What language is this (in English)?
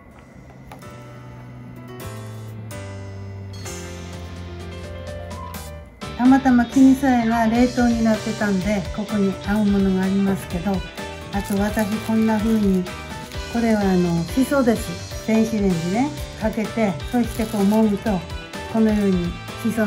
Japanese